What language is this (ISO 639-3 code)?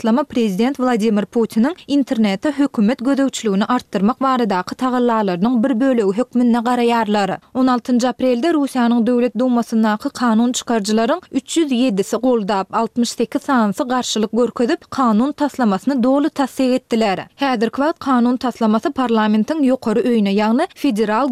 tuk